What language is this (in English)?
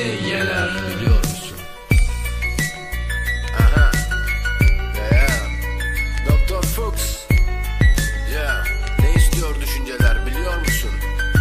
Turkish